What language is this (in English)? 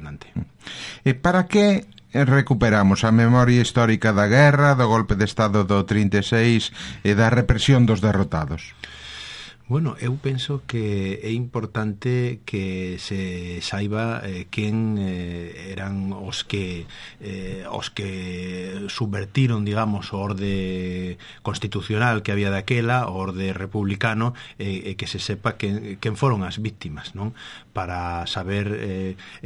Galician